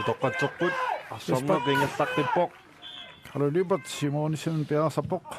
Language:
Kalaallisut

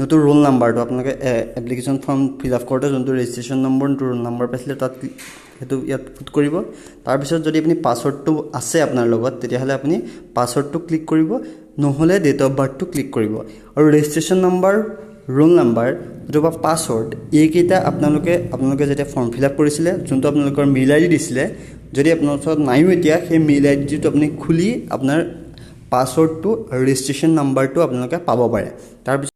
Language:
Assamese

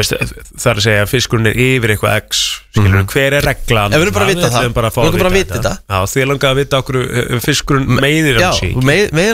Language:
Icelandic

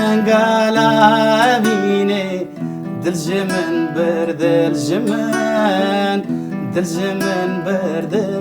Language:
Kurdish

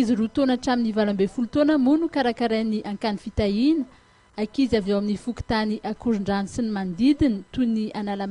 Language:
Malagasy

